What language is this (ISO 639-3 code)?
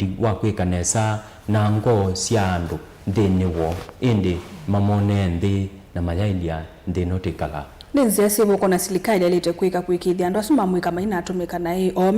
kam